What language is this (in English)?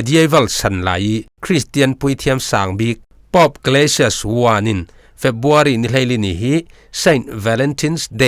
Falam Chin